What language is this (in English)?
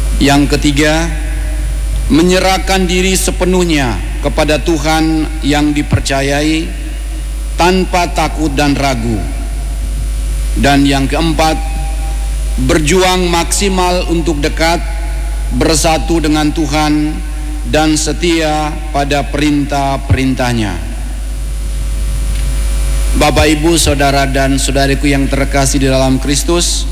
Indonesian